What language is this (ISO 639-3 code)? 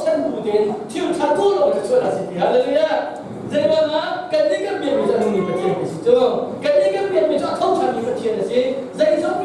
cnh